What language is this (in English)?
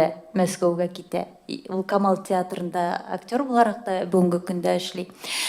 Tatar